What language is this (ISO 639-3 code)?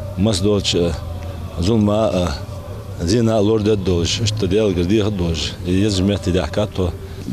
inh